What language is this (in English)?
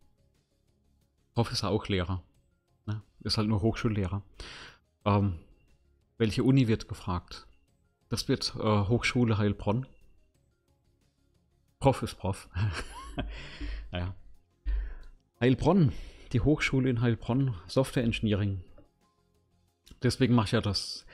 German